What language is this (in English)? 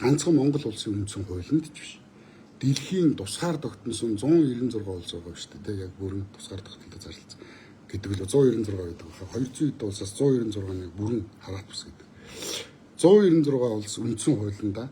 Mongolian